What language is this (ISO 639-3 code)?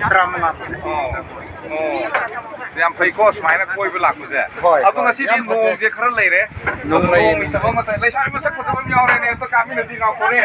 mni